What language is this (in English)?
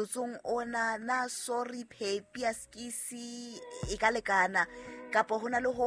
Southern Sotho